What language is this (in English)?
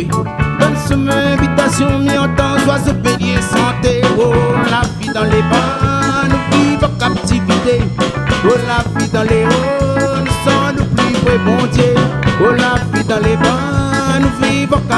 Réunion Creole French